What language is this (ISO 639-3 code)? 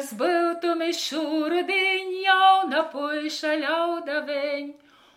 ltg